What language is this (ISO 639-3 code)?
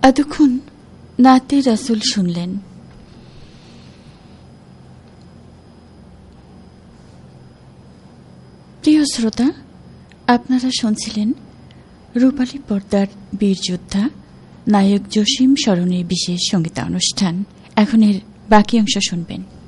ben